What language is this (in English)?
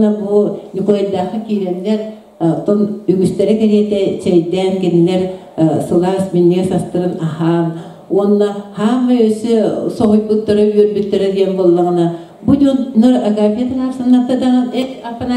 Yakut